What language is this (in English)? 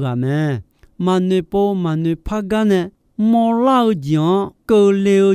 Akha